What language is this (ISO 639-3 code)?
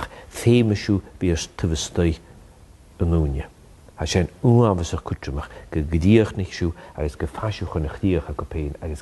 gla